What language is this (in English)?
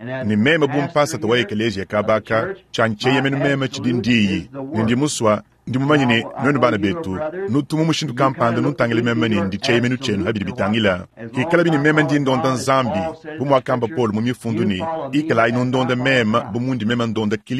Luba-Lulua